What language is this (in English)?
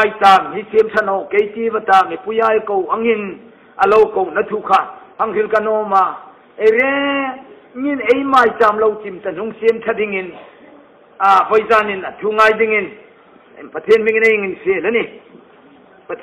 Hmar